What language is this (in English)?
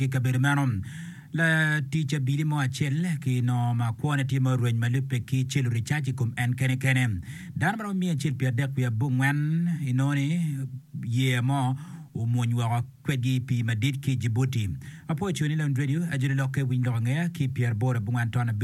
Acoli